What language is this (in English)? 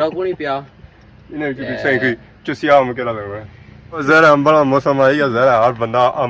Pahari-Potwari